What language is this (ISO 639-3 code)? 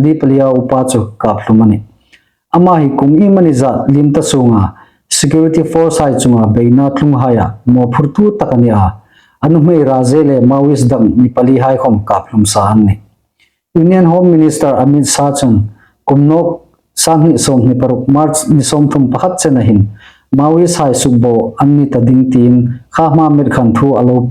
hmr